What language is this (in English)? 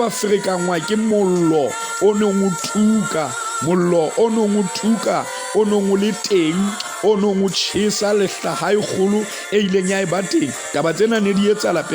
Southern Sotho